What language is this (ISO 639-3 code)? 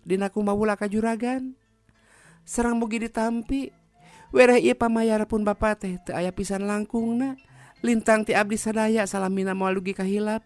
sun